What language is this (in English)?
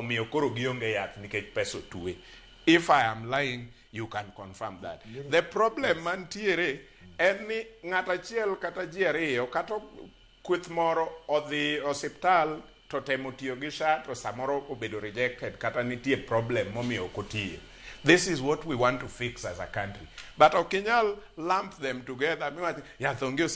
Luo (Kenya and Tanzania)